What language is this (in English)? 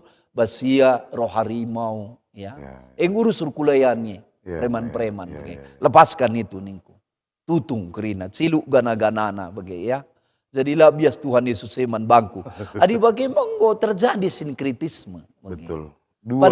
Batak Karo